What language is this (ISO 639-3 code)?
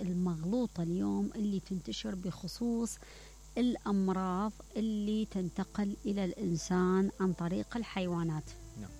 acm